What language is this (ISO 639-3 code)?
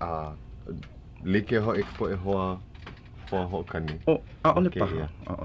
haw